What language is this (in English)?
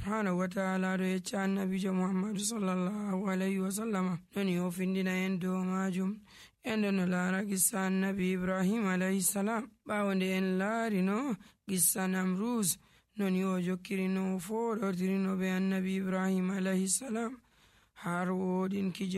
Nigerian Fulfulde